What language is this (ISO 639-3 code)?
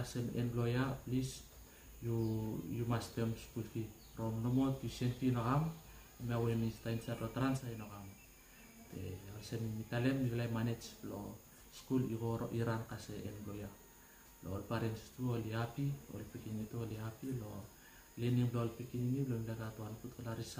bis